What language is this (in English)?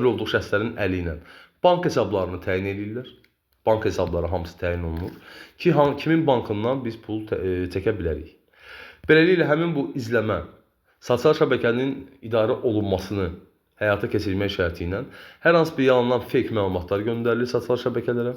Azerbaijani